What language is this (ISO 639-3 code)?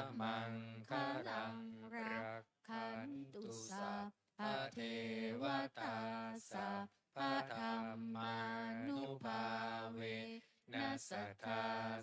pli